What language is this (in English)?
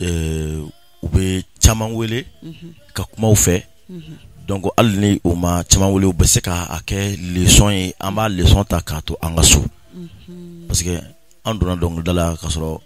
Bambara